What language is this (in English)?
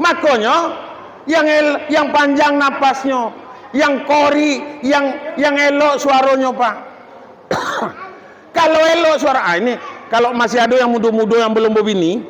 Minangkabau